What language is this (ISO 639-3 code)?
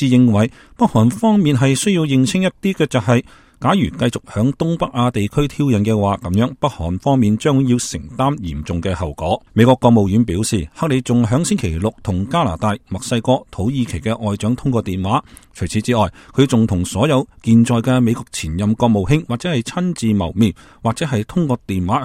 yue